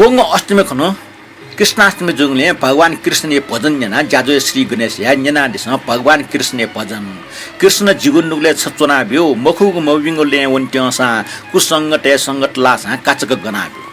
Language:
Newari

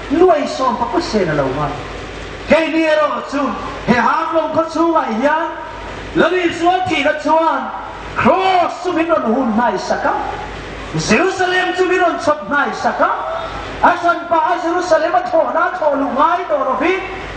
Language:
Hmar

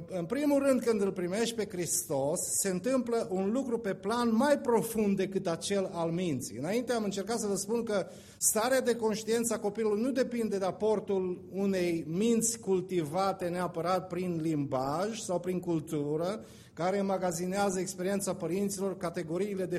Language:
Romanian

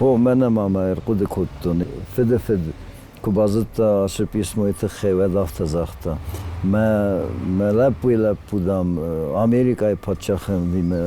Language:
Ossetic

